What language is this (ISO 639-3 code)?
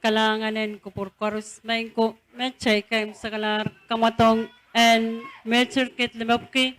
pon